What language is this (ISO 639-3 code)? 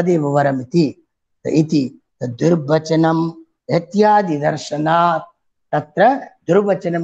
san